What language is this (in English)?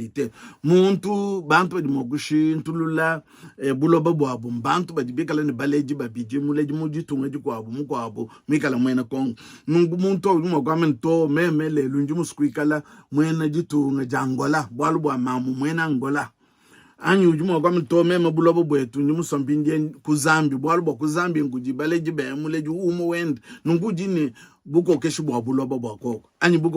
Luba-Lulua